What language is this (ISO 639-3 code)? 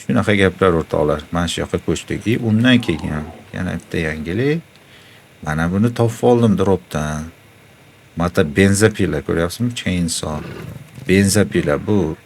uzb